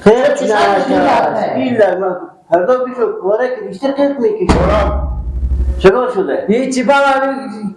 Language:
Persian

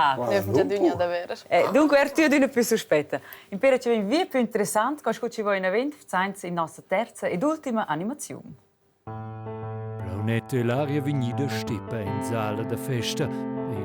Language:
Romansh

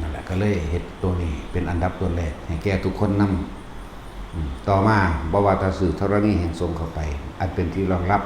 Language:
Northeastern Thai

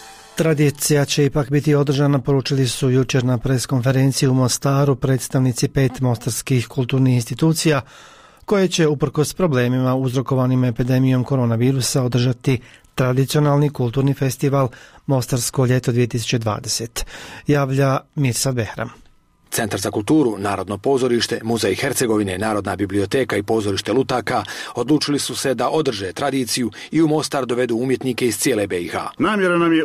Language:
Bosnian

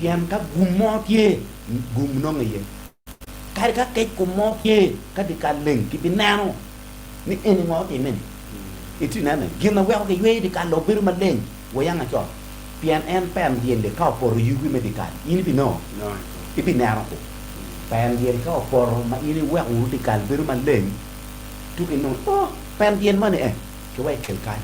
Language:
Acoli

